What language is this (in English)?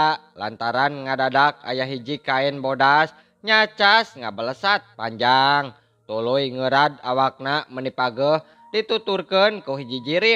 Sundanese